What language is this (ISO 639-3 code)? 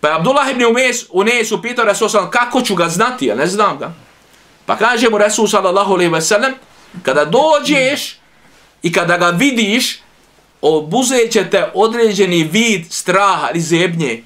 bos